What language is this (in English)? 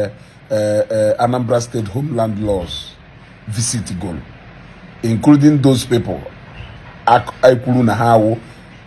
Igbo